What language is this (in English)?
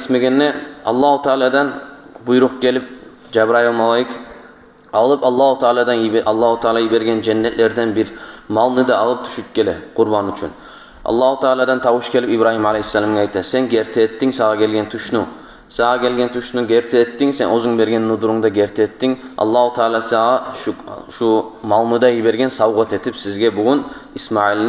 Kumyk